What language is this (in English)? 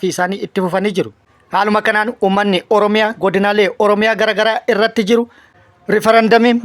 Oromo